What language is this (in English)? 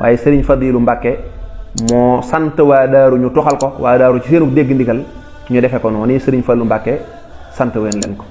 Wolof